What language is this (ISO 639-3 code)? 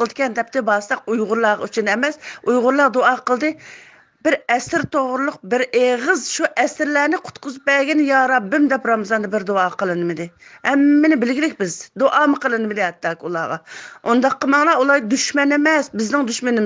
uig